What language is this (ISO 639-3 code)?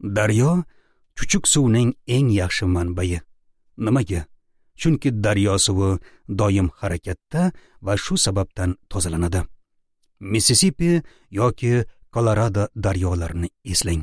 uzb